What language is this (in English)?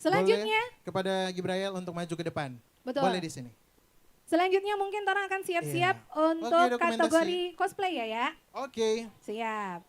Manado Malay